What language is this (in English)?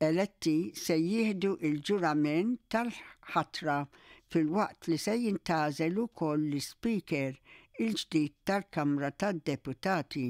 Maltese